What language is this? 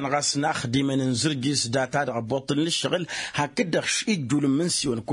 Tamasheq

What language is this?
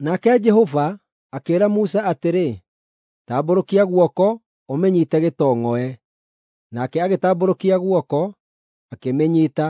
Kikuyu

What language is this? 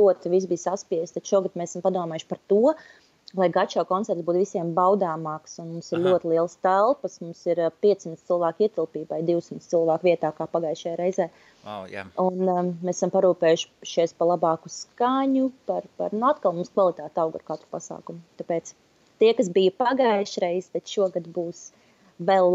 Latvian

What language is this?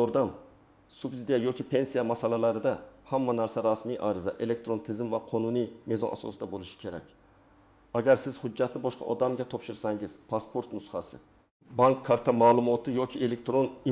Uzbek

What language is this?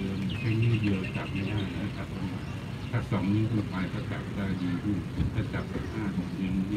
Thai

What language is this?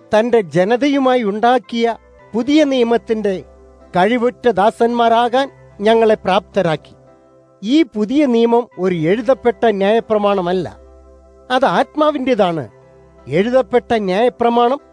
Malayalam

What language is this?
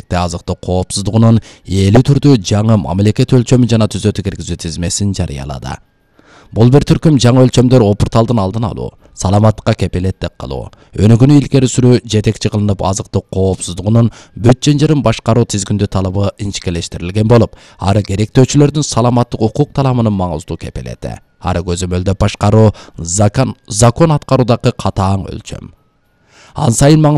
Kyrgyz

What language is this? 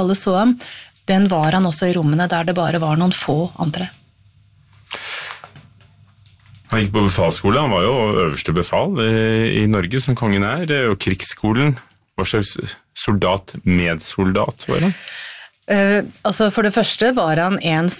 Norwegian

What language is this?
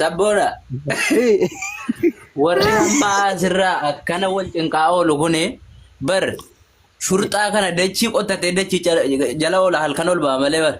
Oromo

